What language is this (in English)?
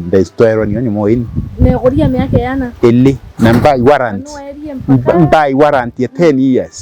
Meru